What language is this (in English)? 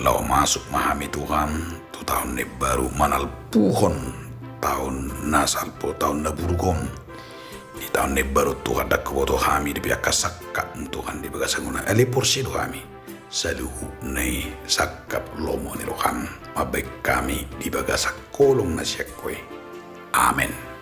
Batak Toba